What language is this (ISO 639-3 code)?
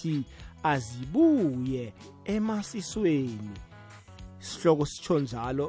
nbl